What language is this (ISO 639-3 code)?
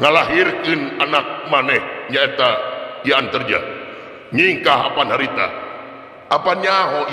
sun